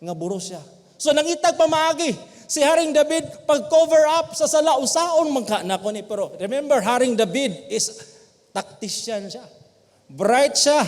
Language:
Cebuano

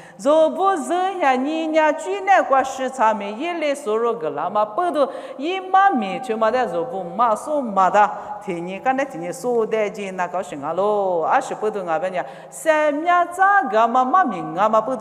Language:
Lisu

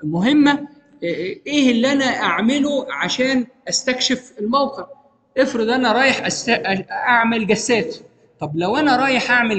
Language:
Egyptian Arabic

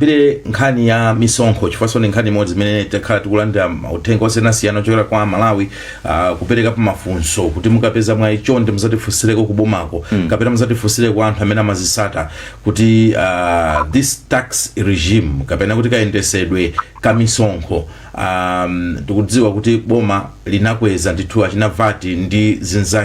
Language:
Nyanja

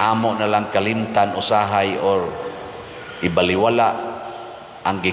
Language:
Cebuano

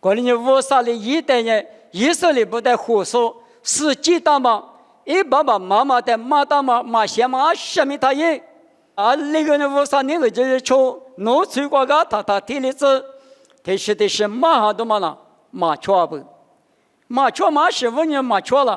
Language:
Lisu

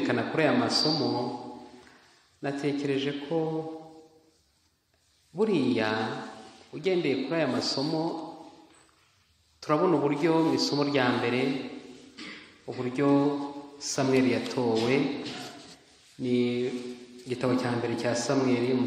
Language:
Kinyarwanda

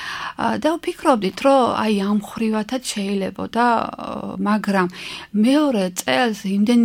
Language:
Georgian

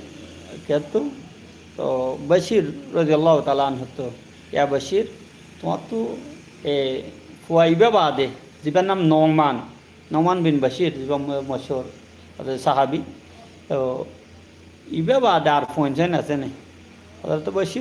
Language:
Rohingya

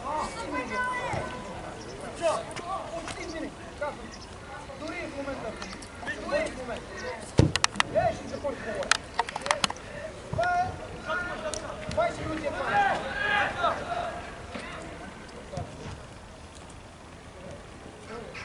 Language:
Bulgarian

